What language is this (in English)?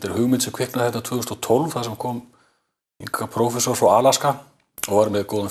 Icelandic